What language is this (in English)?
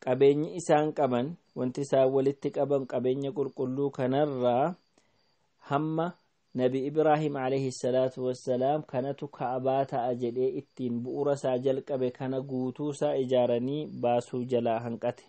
Oromo